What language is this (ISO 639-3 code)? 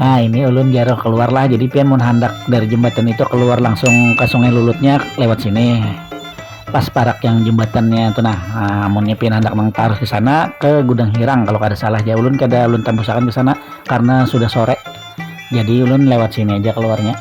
bjn